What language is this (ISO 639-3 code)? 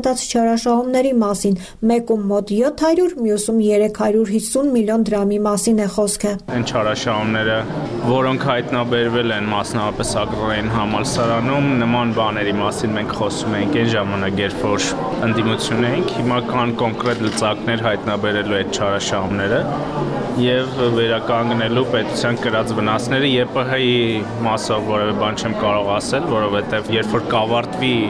hye